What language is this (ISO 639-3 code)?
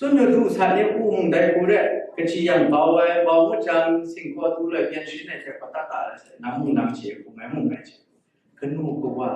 kac